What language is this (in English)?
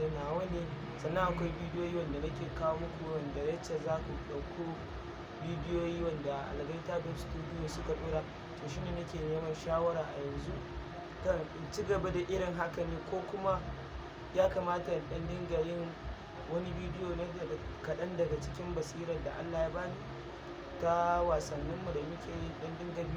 Hausa